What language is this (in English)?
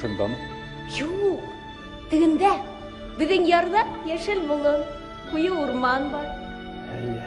Bashkir